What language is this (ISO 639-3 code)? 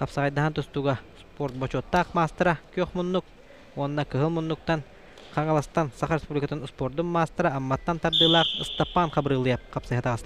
sah